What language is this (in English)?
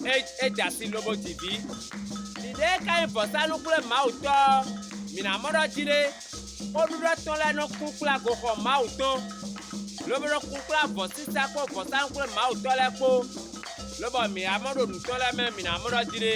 Fon